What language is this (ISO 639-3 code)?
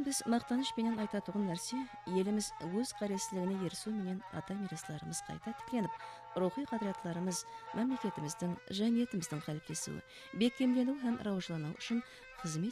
kaa